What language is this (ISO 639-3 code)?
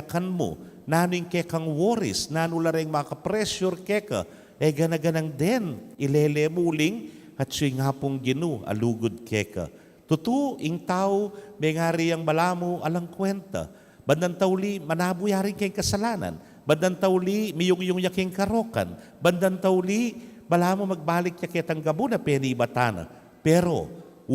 pam